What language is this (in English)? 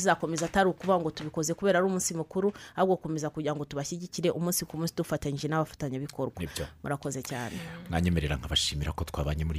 Kinyarwanda